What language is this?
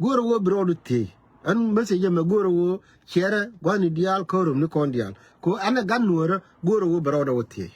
Nuer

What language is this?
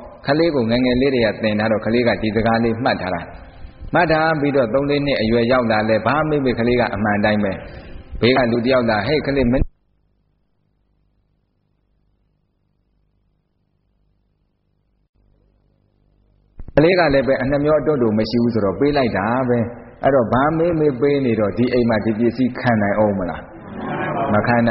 Burmese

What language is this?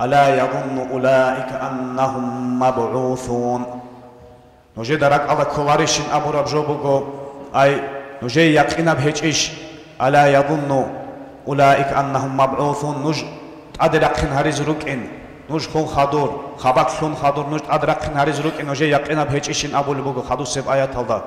Avaric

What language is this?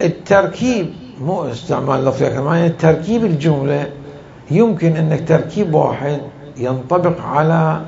Mesopotamian Arabic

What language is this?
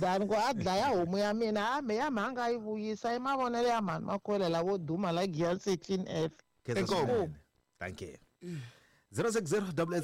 Tsonga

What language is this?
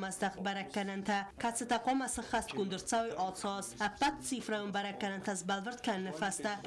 Ossetic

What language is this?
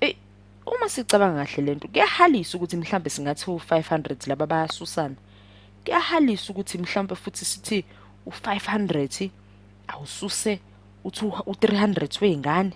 Zulu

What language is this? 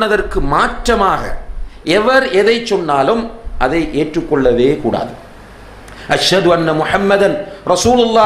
Tamil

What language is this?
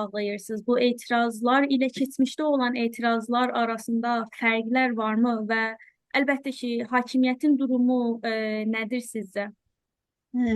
South Azerbaijani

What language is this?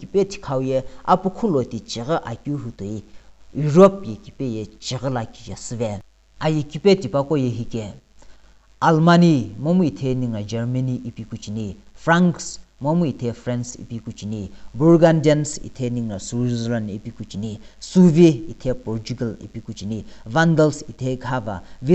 Sumi Naga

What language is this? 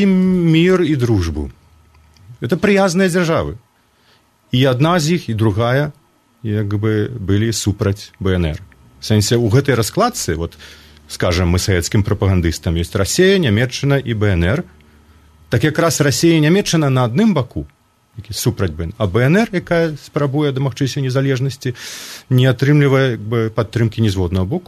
Belarusian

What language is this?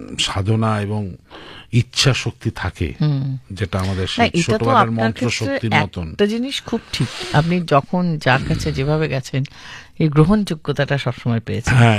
Bangla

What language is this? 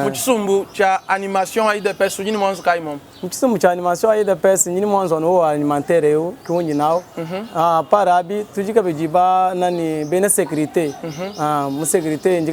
Luba-Lulua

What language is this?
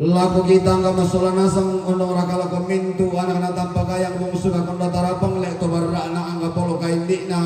Toraja-Sa'dan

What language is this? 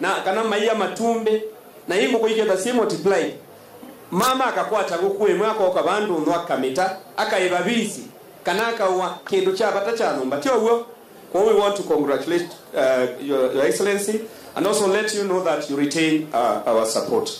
Kamba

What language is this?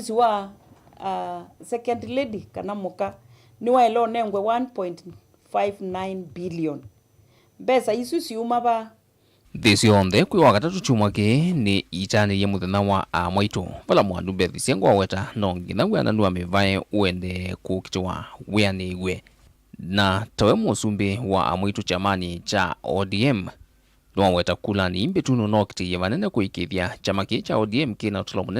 Kamba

